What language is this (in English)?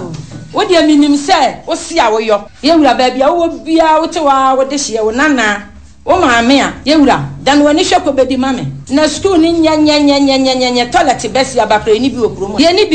Akan